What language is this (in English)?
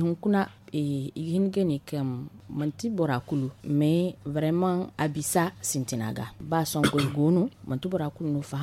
Zarma